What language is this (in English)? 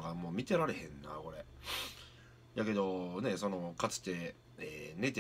Japanese